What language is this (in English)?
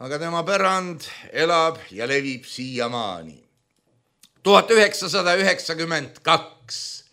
Estonian